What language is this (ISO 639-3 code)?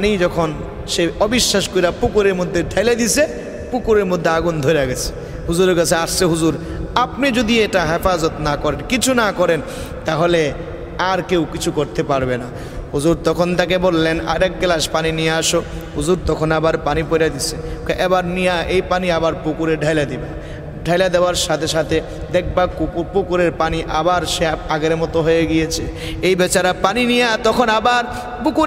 ben